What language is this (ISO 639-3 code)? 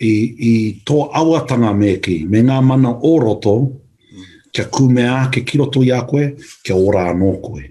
mri